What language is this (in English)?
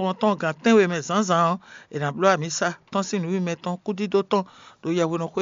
Fon